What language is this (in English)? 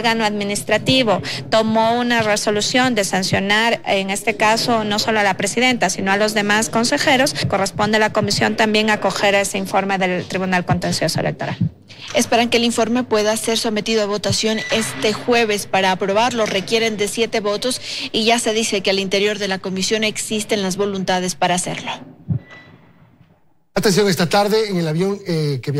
Spanish